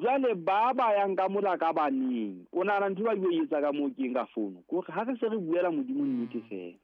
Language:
Southern Sotho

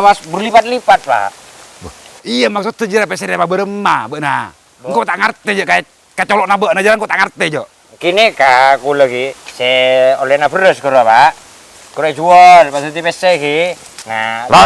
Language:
Madurese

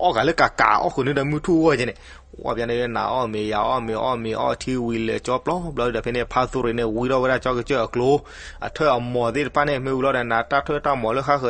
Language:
S'gaw Karen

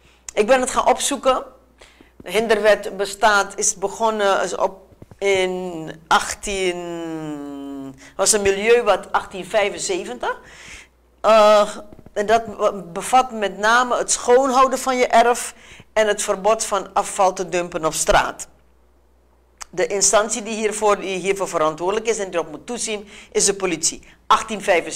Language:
Dutch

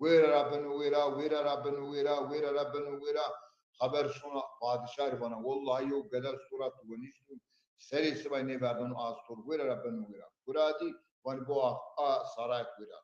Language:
Zaza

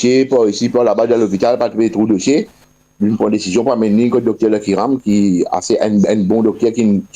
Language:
Morisyen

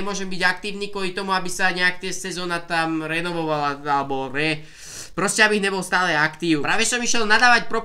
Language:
Slovak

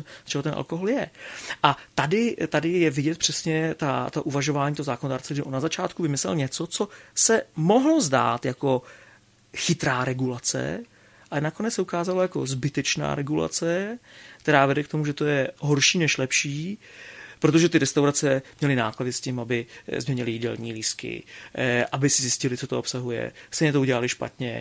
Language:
Czech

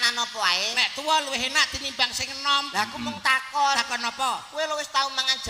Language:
Javanese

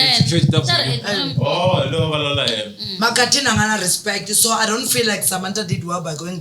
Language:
Tsonga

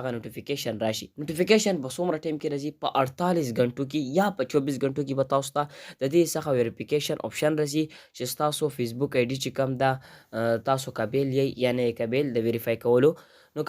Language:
Pashto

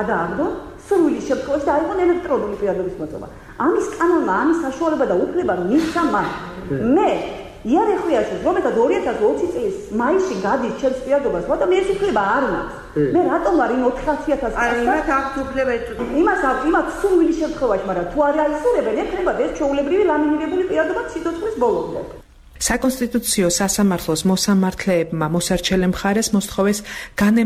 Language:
Georgian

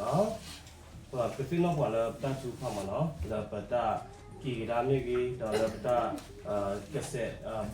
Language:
S'gaw Karen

